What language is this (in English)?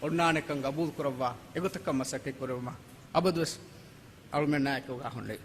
Divehi